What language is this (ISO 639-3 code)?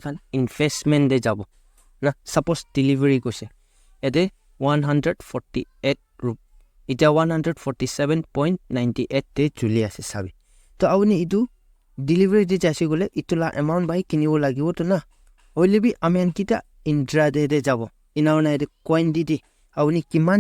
nag